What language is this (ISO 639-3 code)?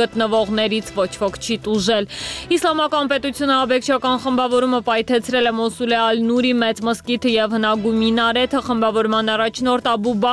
hye